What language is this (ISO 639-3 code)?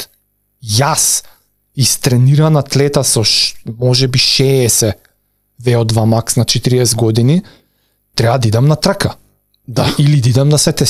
mkd